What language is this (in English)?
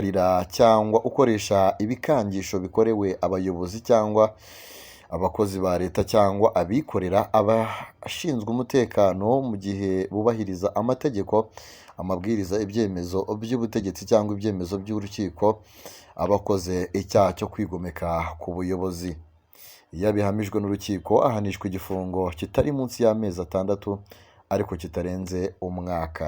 Kinyarwanda